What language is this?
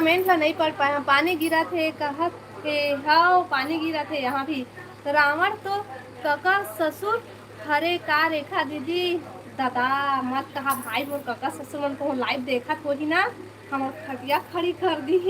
Chhattisgarhi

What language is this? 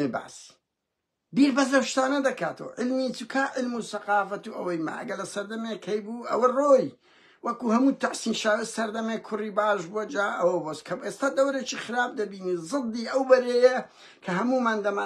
Central Kurdish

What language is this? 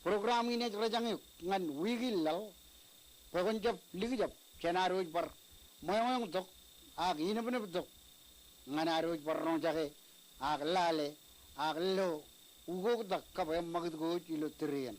Marshallese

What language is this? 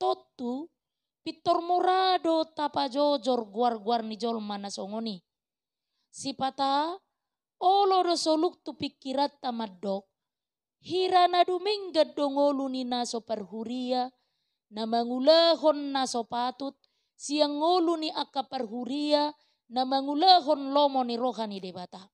Batak Toba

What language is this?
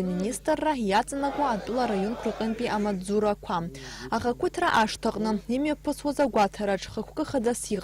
Abkhazian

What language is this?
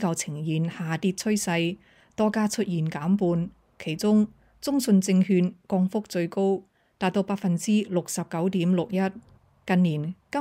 Cantonese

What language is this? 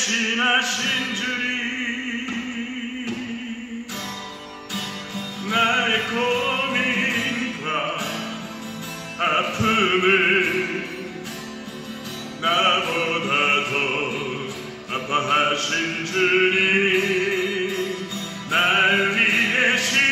Korean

